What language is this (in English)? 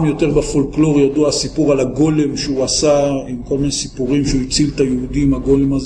Hebrew